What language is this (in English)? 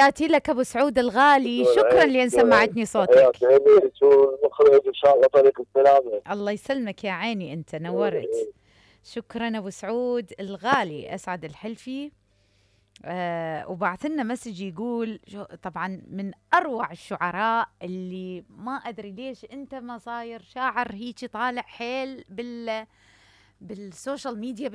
Mesopotamian Arabic